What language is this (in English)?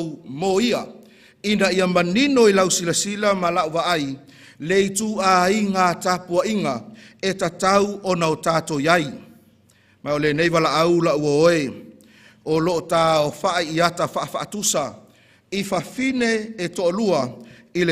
Samoan